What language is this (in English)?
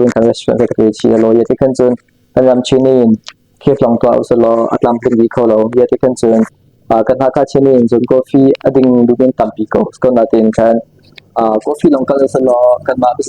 Hakha Chin